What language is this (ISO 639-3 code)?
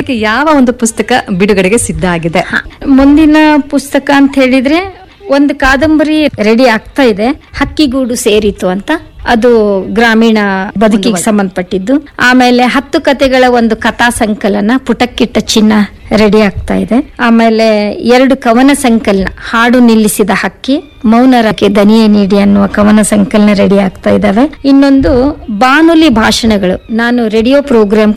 kan